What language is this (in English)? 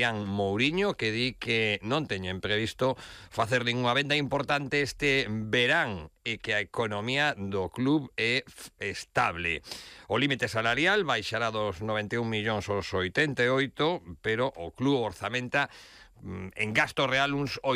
Galician